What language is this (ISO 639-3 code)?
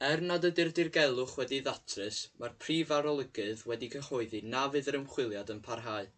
cym